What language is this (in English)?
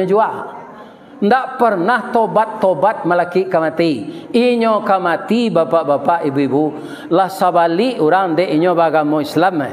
Minangkabau